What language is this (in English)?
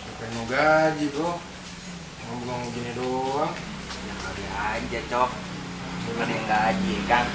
Betawi